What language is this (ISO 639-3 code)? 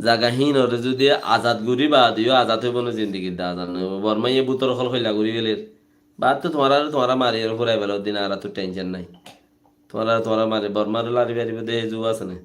rhg